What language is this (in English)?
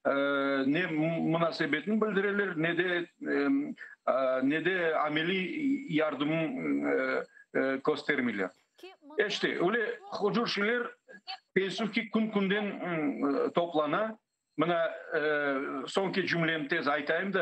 Crimean Tatar